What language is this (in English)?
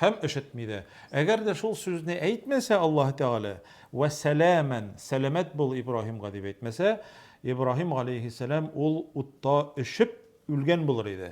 Tatar